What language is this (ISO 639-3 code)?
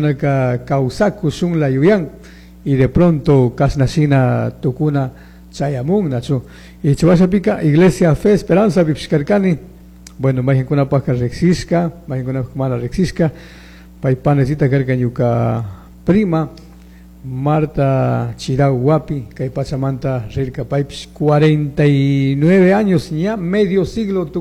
qug